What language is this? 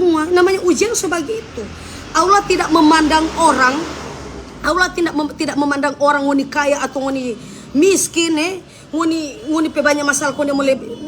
Manado Malay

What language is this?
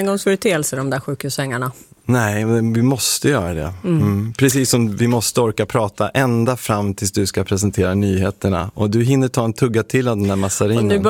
Swedish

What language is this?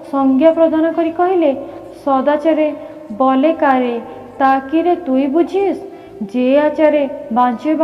Odia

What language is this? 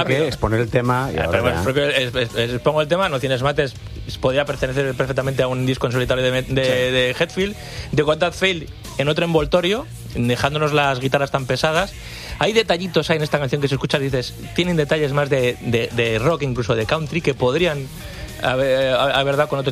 Spanish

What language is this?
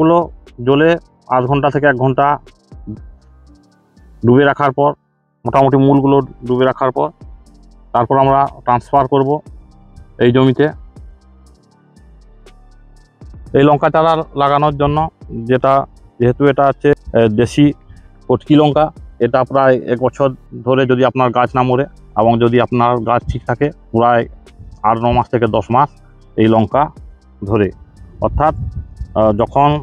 Bangla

